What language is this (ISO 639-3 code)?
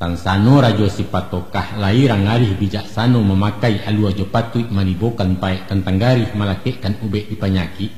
min